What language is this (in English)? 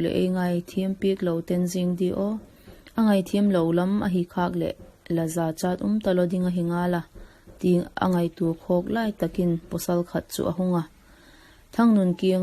Vaiphei